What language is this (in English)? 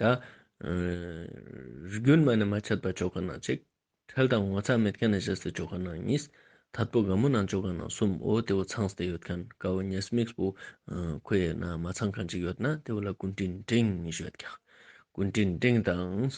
Ladakhi